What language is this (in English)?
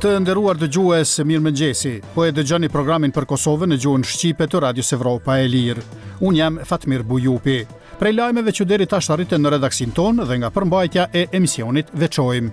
Albanian